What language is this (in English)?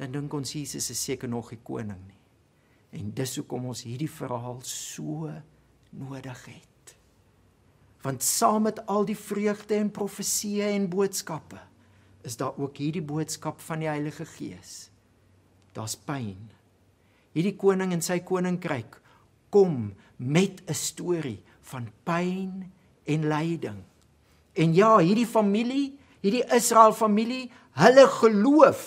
Afrikaans